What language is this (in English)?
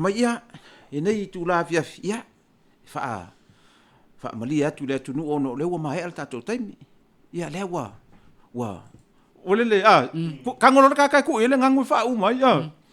Samoan